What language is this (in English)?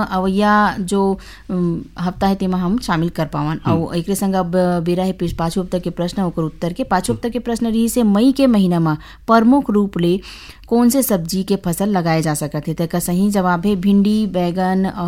Chhattisgarhi